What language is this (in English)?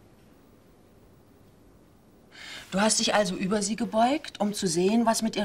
German